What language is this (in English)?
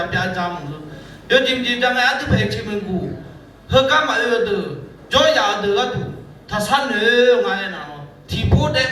Akha